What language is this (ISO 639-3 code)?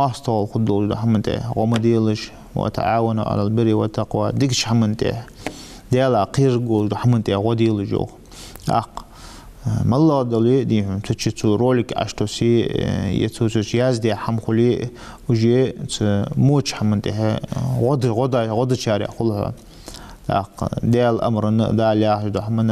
inh